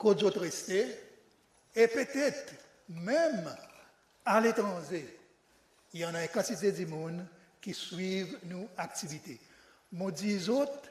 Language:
Seselwa Creole French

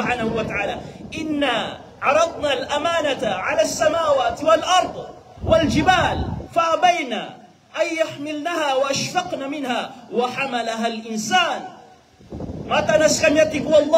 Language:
Maranao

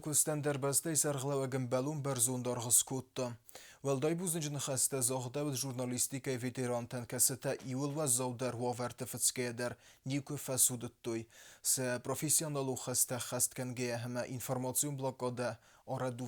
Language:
Ossetic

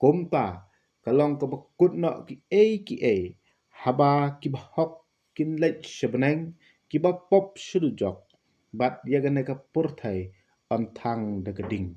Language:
Khasi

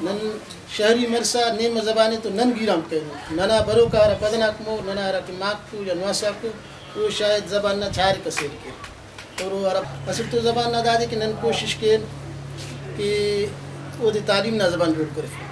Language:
Brahui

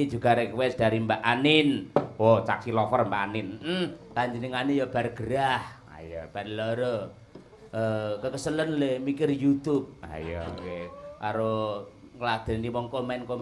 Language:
Javanese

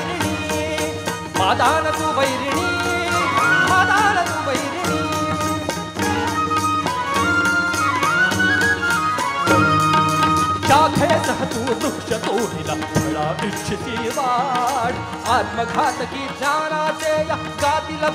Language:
Marathi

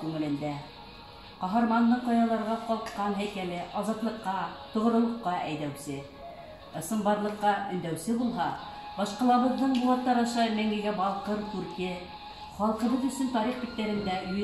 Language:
Bashkir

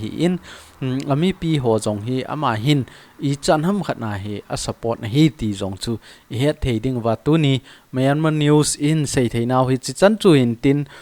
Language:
Thado Chin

